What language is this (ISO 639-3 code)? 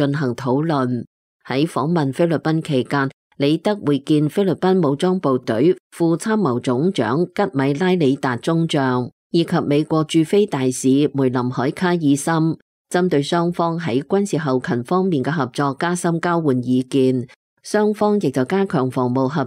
yue